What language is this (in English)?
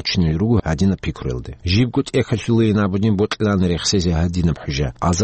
Avaric